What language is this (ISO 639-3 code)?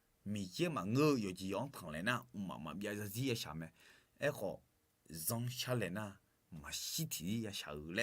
ahk